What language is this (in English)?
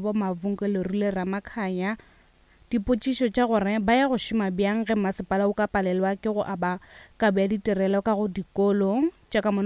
Northern Sotho